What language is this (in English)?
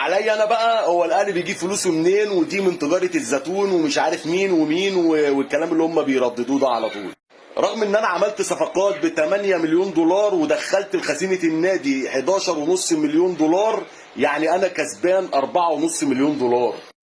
Egyptian Arabic